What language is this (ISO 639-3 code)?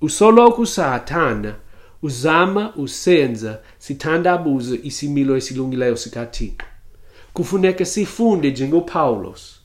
xho